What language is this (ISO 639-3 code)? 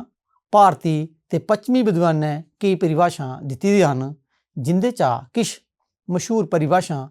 doi